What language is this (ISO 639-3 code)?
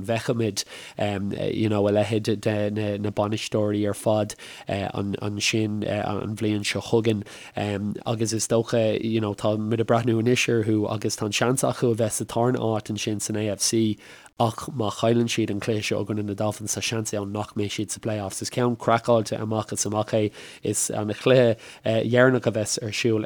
gle